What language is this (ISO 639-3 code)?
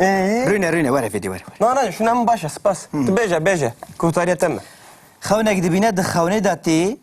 kur